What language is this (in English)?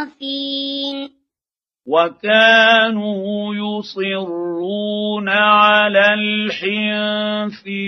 Arabic